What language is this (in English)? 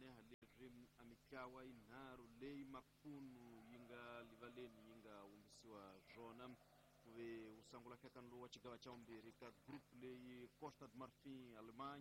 Tsonga